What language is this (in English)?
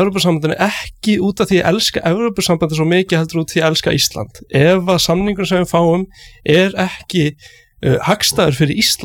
Icelandic